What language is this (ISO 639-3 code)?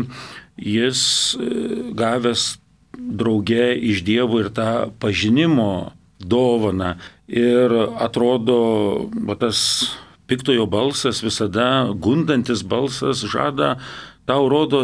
lit